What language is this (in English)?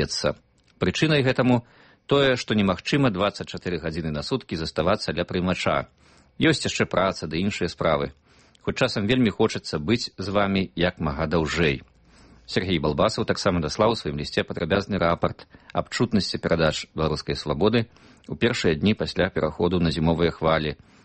Belarusian